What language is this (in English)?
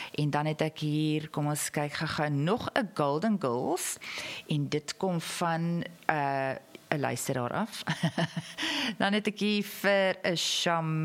Afrikaans